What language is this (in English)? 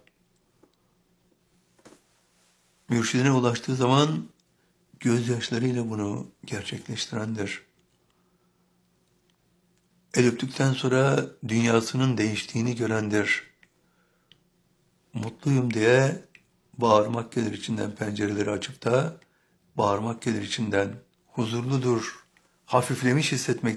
Turkish